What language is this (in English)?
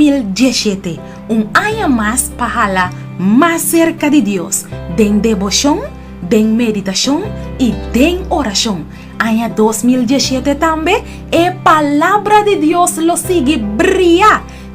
Papiamento